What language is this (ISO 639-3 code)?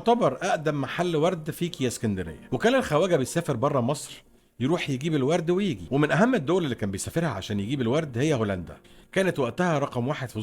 arz